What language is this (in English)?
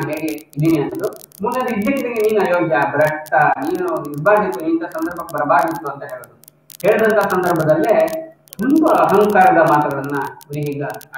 Kannada